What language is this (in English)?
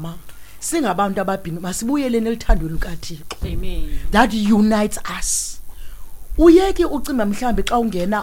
Xhosa